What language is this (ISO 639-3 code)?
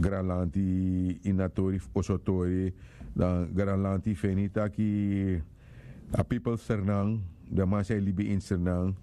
srn